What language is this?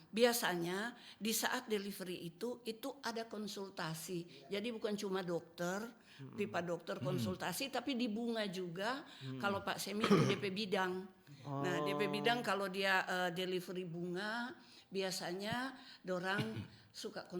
Manado Malay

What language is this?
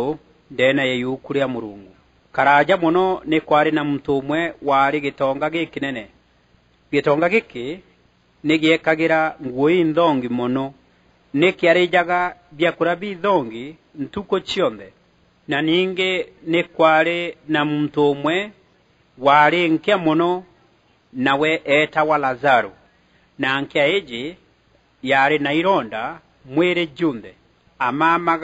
Meru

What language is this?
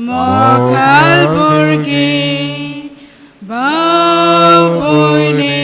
Konkani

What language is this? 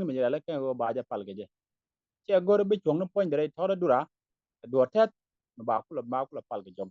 Nuer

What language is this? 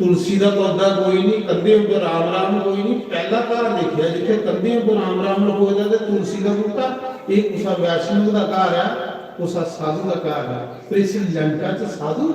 Dogri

